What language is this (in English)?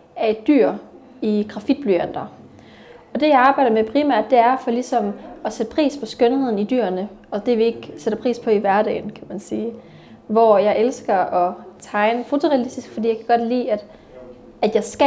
Danish